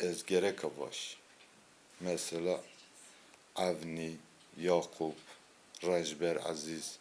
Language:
Zaza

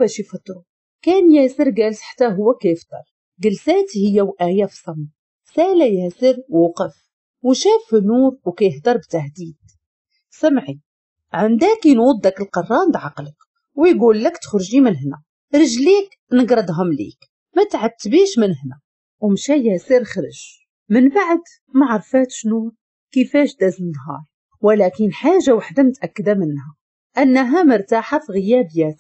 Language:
Moroccan Arabic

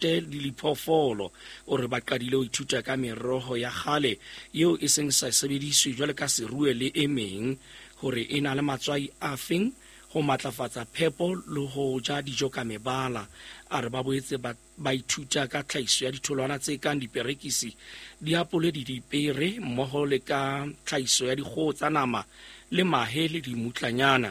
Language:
Southern Sotho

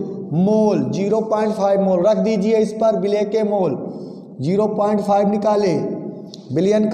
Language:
Hindi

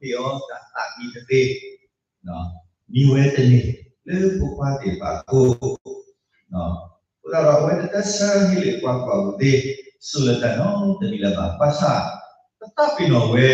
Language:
S'gaw Karen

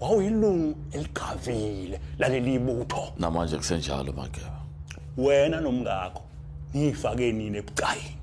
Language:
Zulu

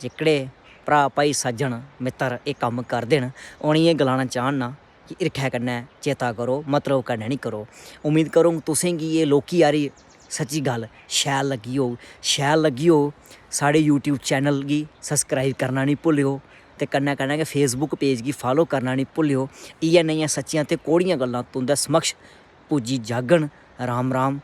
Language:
Dogri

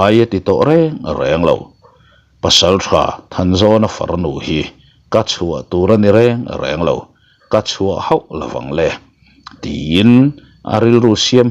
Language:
Mizo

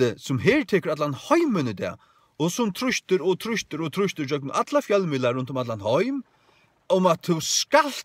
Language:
Faroese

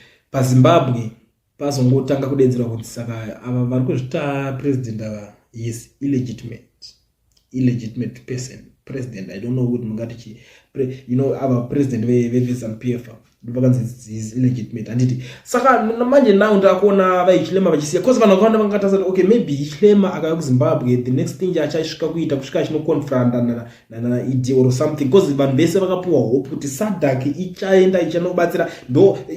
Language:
Shona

